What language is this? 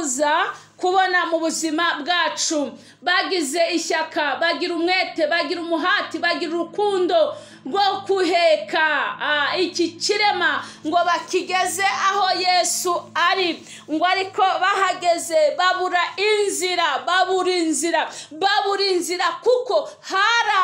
Kinyarwanda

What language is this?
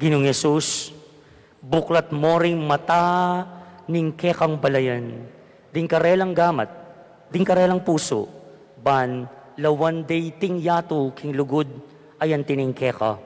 Pampanga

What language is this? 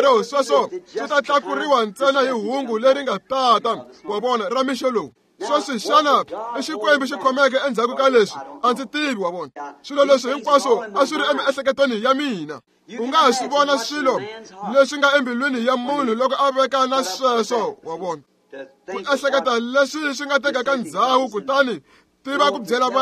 Tsonga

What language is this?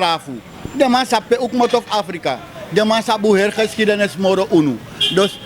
Sranan Tongo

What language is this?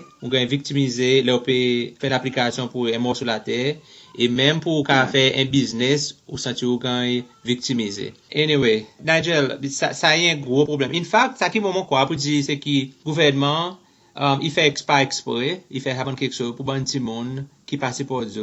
Seselwa Creole French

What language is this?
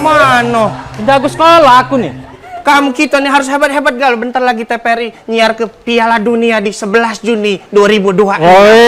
Musi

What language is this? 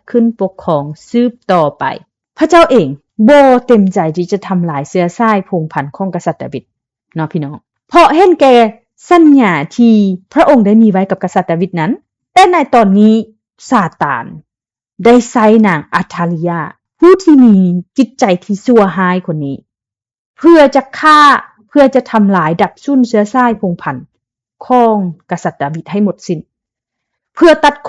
Lao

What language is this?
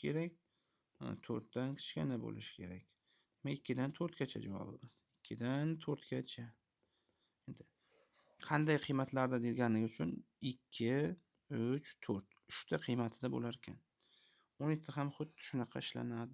Uzbek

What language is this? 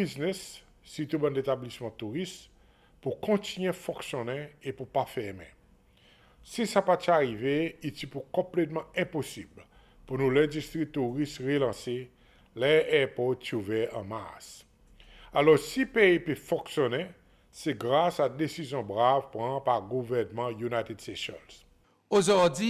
Seselwa Creole French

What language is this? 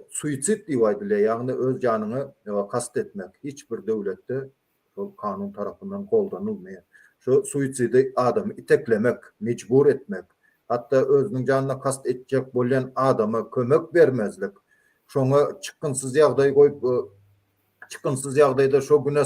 Turkmen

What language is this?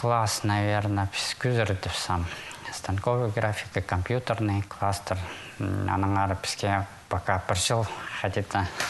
Khakas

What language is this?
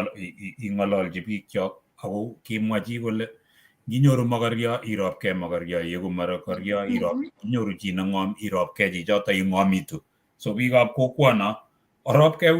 Kalenjin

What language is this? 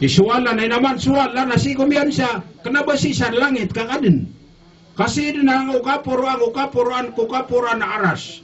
Maranao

